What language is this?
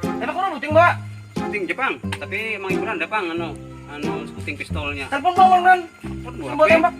Banjar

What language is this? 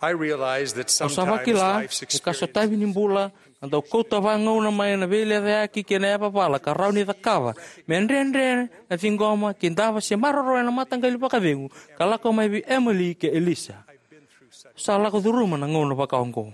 Fijian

